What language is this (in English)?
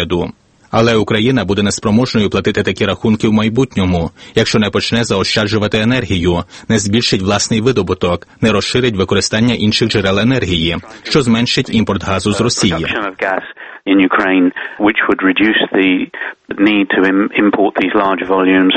Ukrainian